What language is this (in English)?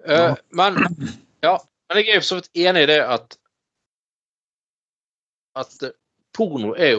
Norwegian